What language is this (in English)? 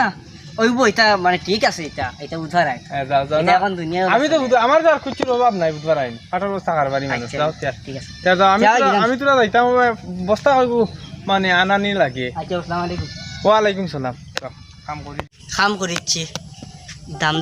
Sylheti